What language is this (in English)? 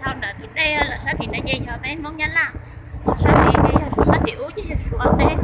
Hmong